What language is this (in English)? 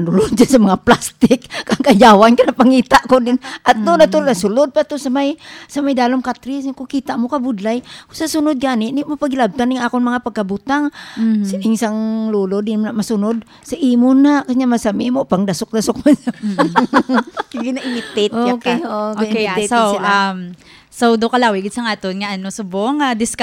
Hiligaynon